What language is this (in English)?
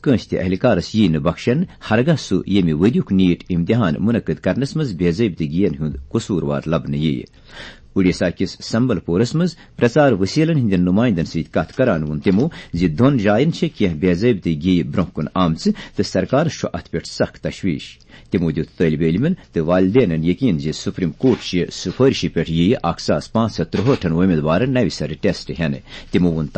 Kashmiri